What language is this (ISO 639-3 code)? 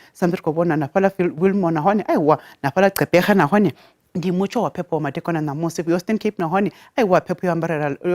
ven